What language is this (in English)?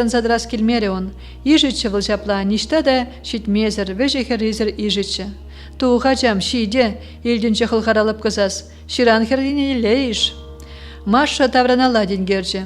Chuvash